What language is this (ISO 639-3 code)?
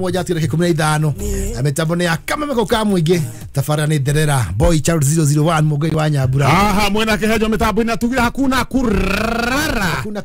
kik